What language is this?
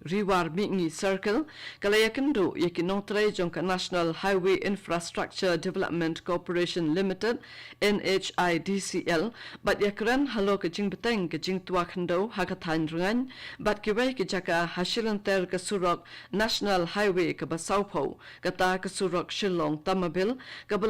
Khasi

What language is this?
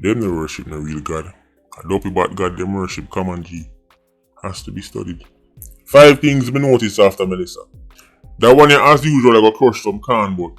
Jamaican Creole English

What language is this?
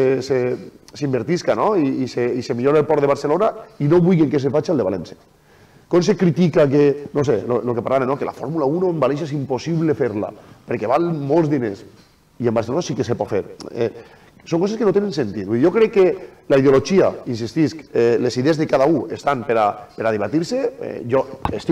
Catalan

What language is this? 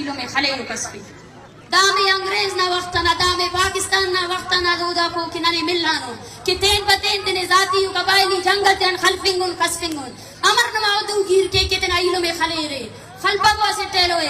Brahui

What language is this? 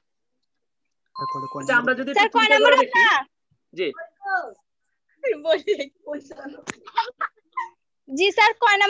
Bangla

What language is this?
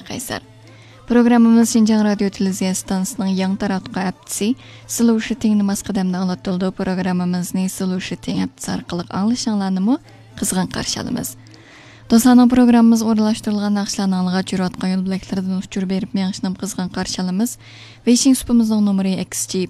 Uyghur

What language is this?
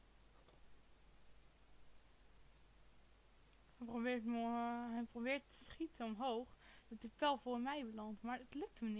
Dutch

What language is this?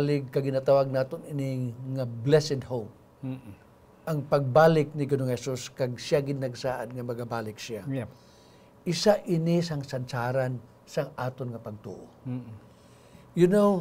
Hiligaynon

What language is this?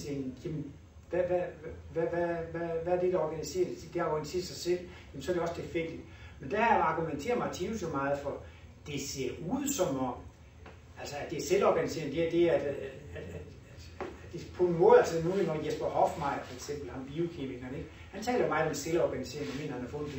Danish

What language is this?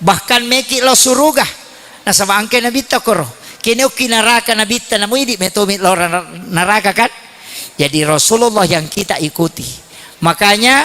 Buginese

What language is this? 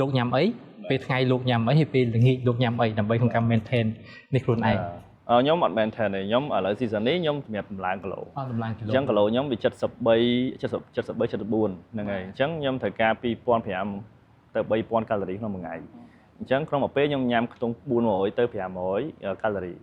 Khmer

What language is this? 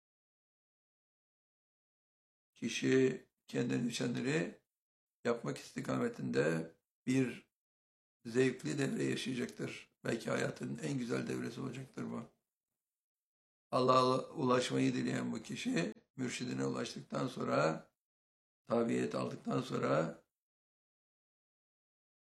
Turkish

